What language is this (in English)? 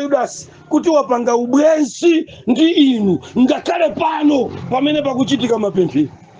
Nyanja